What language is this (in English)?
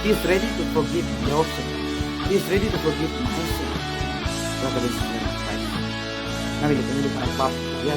Karbi